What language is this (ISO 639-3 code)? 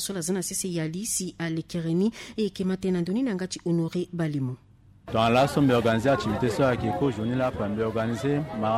sag